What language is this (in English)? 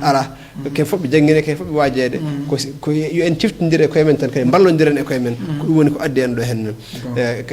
Fula